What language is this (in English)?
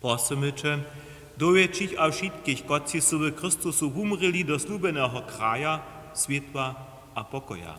Upper Sorbian